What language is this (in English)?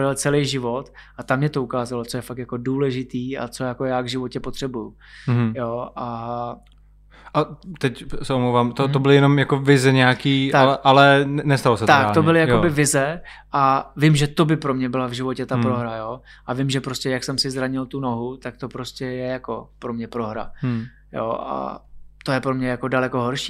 Czech